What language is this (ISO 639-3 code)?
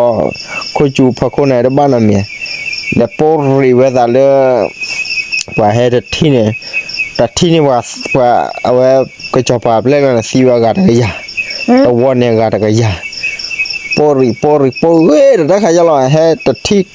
ksw